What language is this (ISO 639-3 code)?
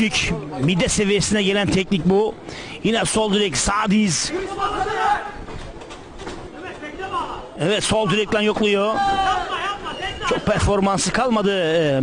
tur